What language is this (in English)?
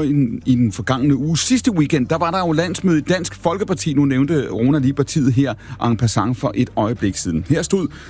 Danish